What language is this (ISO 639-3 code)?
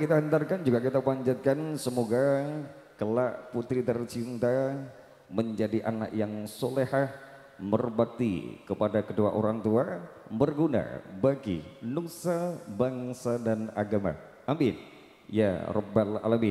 ind